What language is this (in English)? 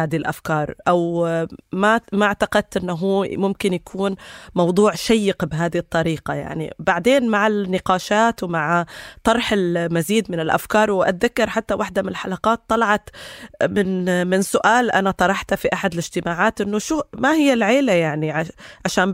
North Levantine Arabic